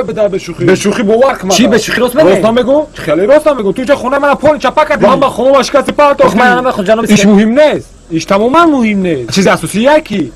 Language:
Tajik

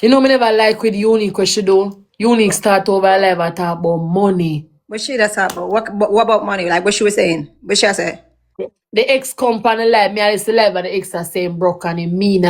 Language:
Jamaican Creole English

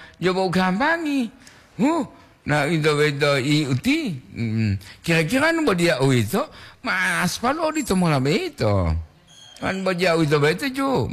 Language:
Gorontalo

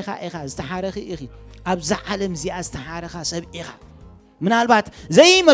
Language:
Tigrinya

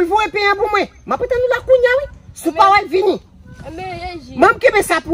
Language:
Haitian Creole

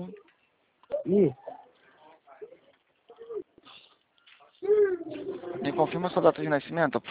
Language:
Portuguese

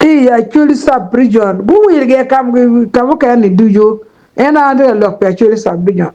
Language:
Acoli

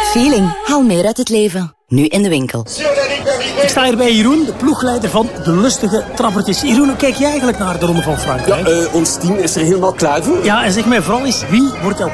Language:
Dutch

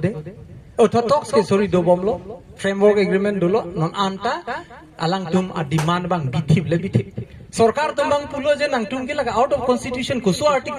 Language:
Karbi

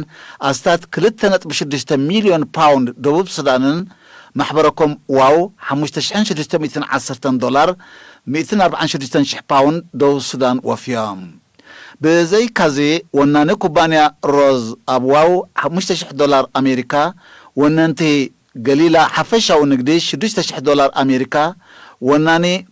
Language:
Tigrinya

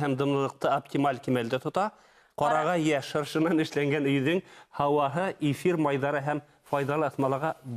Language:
Bashkir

